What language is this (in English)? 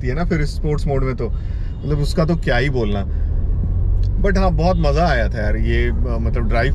Hindi